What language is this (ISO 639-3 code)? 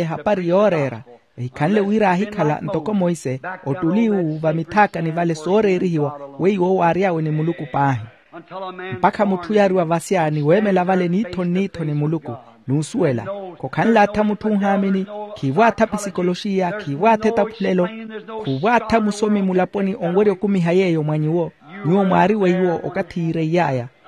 vmw